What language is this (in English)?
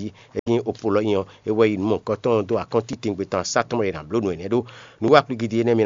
Fon